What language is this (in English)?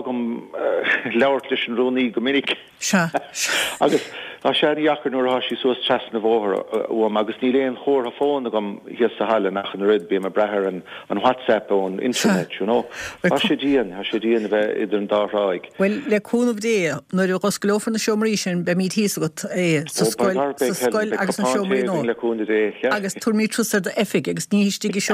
Irish